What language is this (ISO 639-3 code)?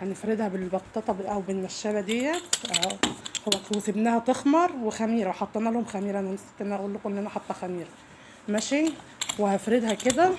arz